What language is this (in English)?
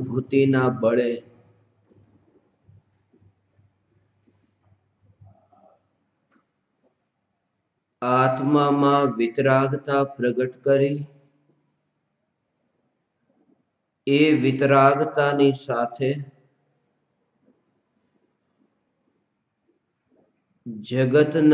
Gujarati